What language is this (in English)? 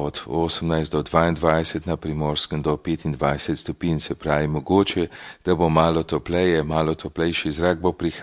Slovenian